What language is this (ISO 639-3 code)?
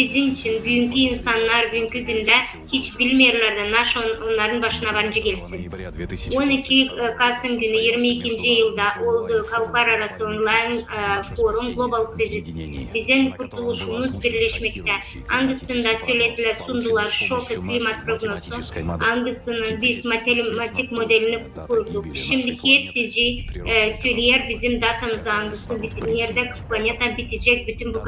gag